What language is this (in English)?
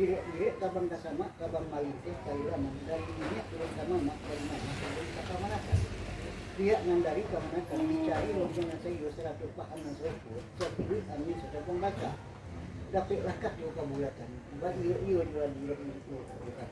Minangkabau